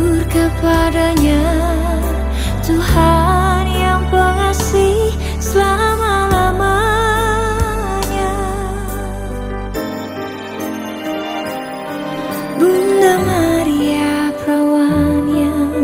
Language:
Indonesian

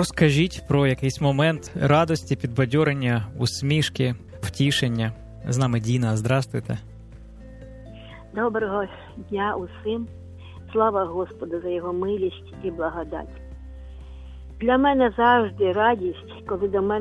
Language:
Ukrainian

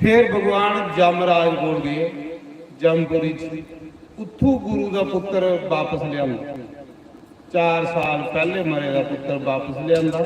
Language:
Dogri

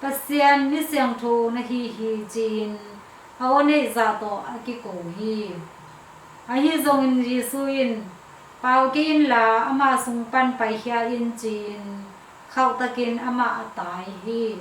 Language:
Tedim Chin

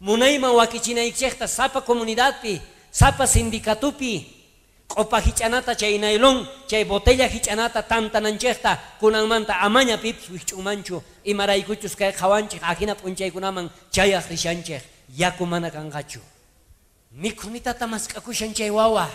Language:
South Bolivian Quechua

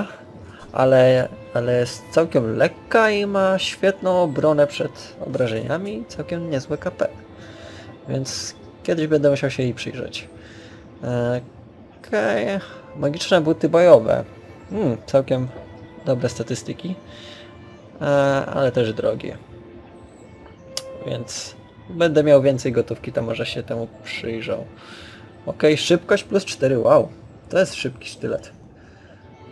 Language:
Polish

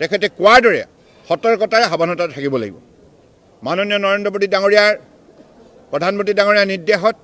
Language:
Assamese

